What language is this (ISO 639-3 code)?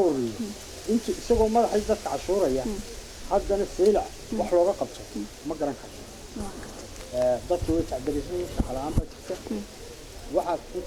som